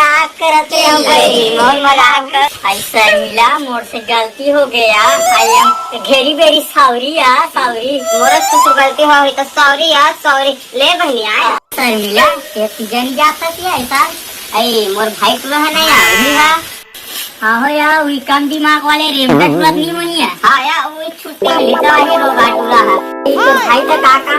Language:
Chhattisgarhi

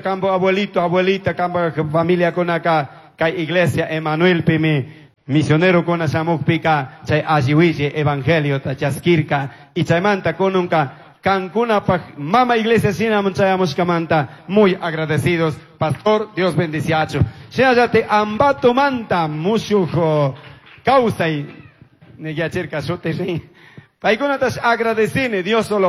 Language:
Chimborazo Highland Quichua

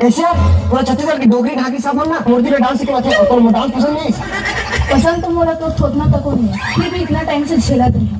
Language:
Chhattisgarhi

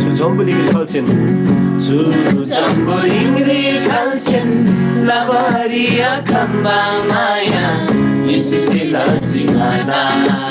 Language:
Eastern Tamang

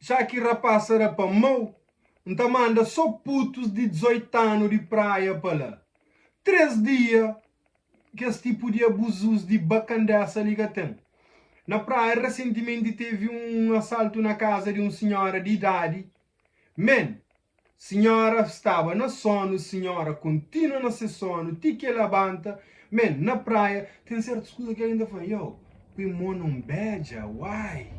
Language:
Kabuverdianu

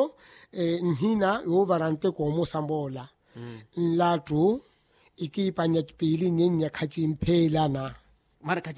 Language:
Makhuwa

